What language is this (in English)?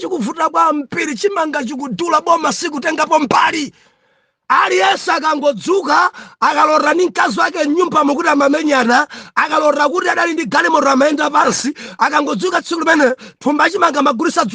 Nyanja